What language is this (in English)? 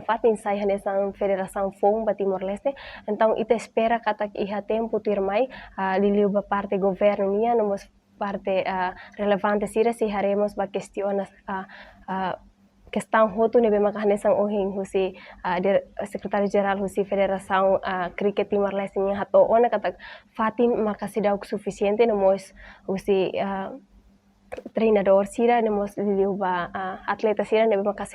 Tetum